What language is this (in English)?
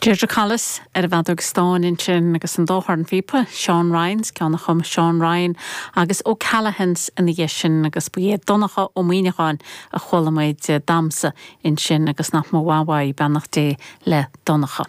Irish